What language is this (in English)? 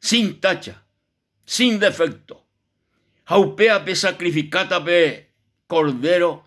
Guarani